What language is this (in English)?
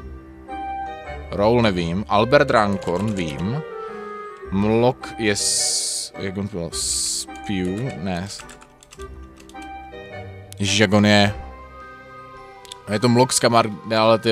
Czech